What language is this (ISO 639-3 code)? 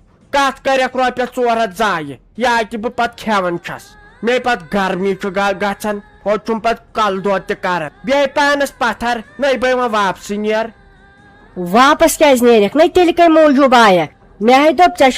kas